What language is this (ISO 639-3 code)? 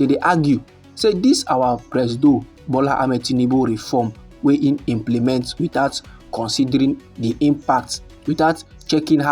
pcm